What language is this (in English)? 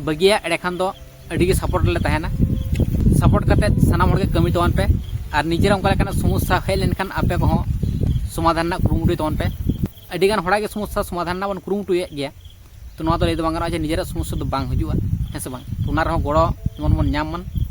Santali